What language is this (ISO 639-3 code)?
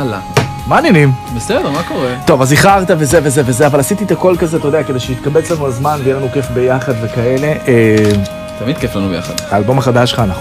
heb